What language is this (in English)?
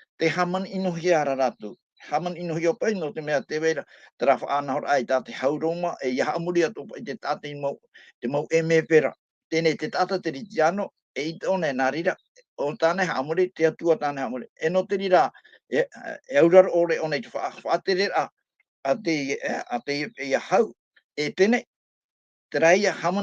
Tahitian